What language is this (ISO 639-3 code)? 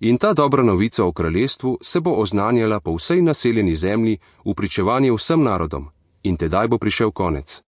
slv